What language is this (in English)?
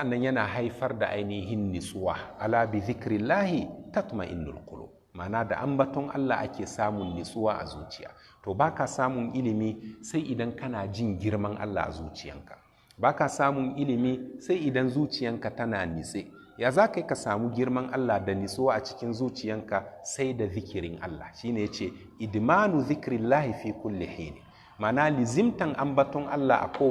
Hausa